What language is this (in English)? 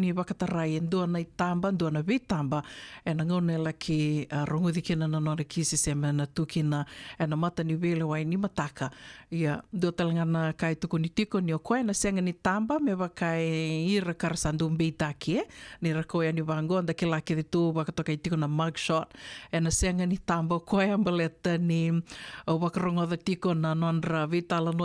Fijian